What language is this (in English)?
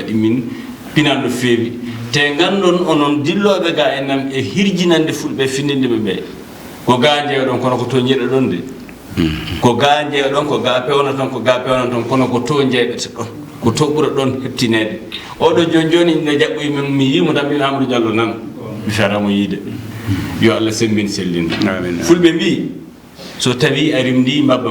Fula